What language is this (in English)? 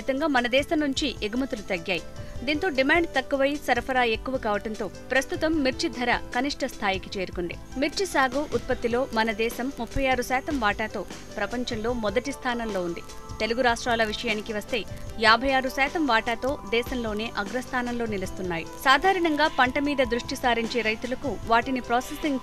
Telugu